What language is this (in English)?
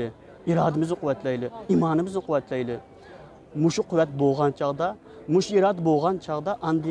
Uyghur